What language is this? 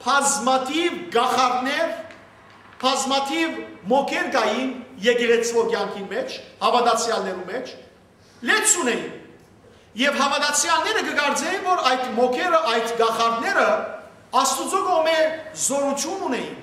Western Armenian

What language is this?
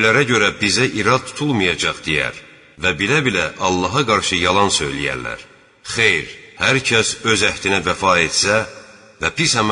Azerbaijani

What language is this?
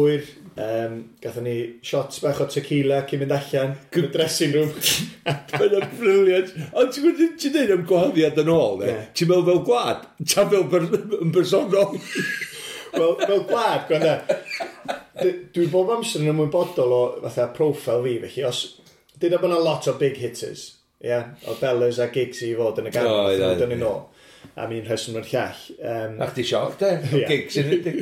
Welsh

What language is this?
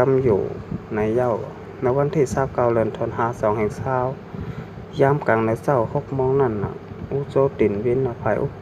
Shan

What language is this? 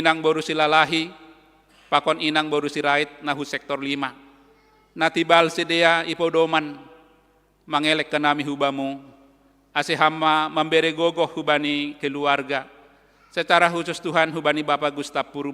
Batak Simalungun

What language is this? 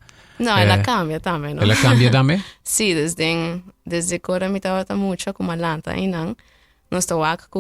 Papiamento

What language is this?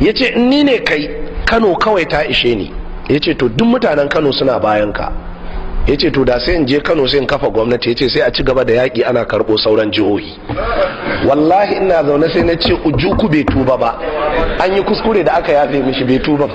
Hausa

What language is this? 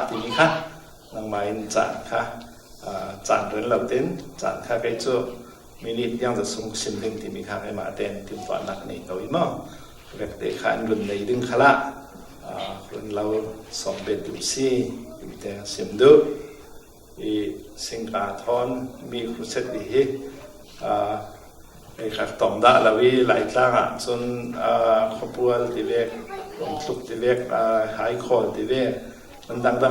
Falam Chin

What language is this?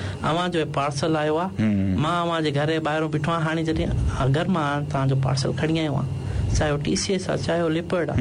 Sindhi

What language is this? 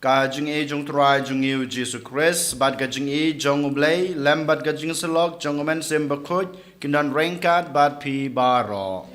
Khasi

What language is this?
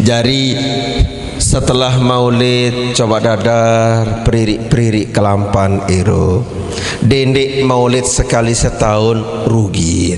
Sasak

